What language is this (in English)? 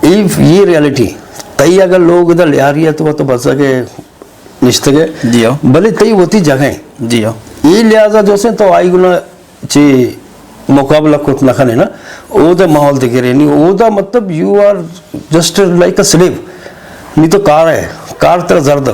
Eastern Balochi